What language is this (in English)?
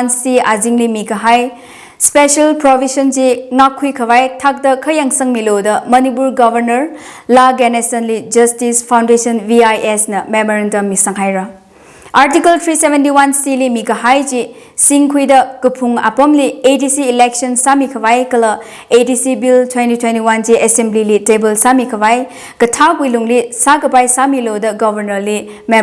Tangkhul Naga (India)